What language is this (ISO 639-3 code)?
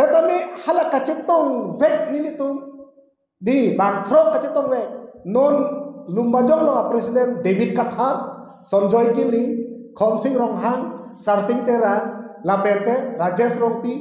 mjw